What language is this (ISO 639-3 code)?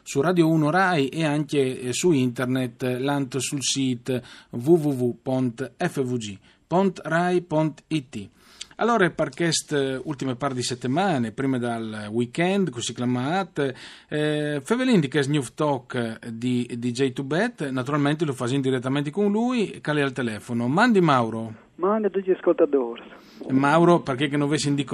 fur